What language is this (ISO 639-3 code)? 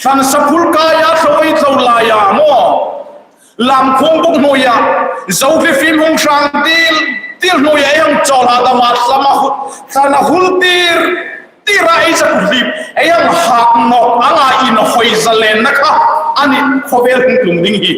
hmr